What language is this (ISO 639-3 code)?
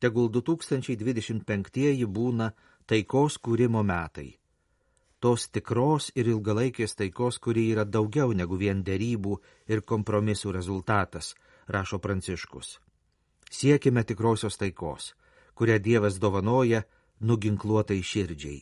lit